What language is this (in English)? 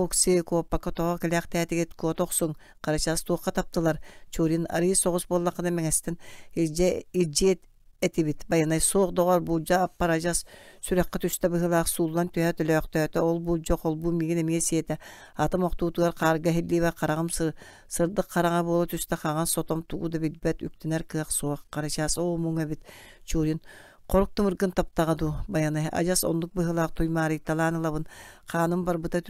Yakut